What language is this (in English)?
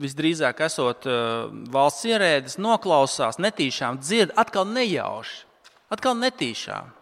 Latvian